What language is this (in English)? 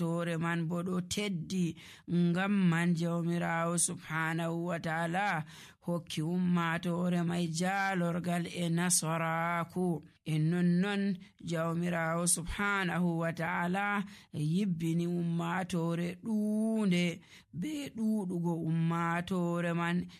Nigerian Fulfulde